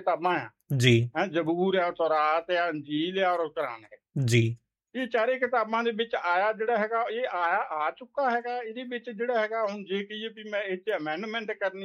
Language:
Punjabi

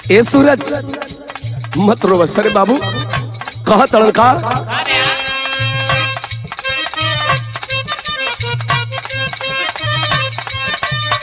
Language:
Bhojpuri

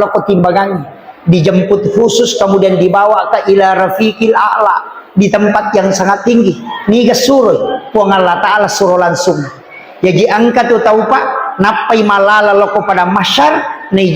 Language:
Buginese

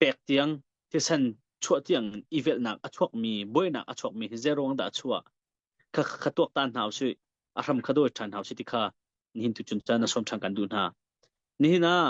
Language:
Hakha Chin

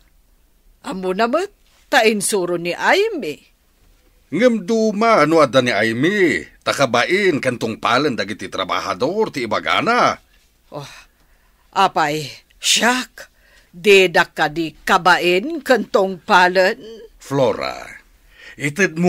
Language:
Iloko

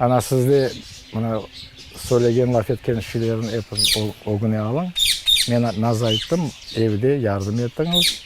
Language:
Crimean Tatar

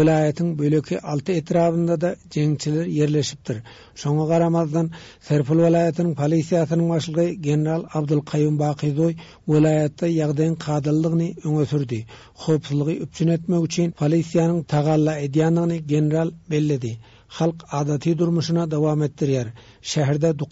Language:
Turkmen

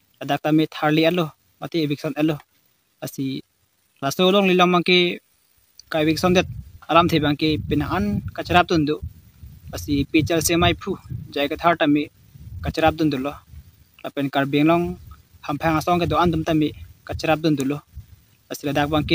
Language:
Karbi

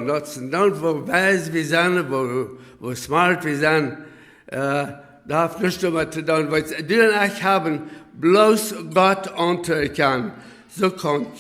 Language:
Plautdietsch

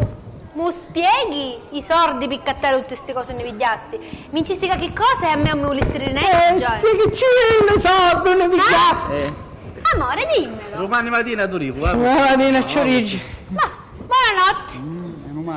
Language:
Sicilian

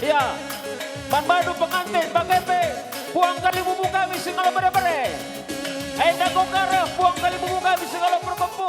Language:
Batak Karo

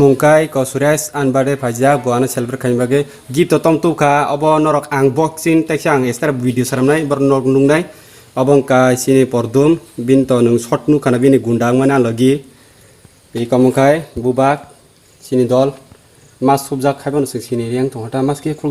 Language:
Kok Borok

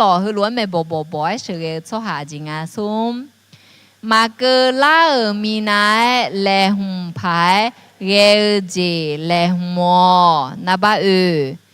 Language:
Akha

